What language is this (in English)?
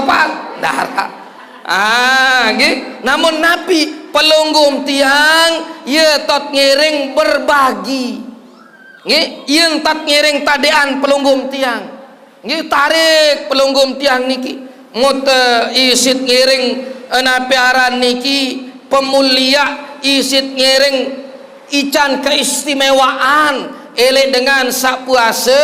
Sasak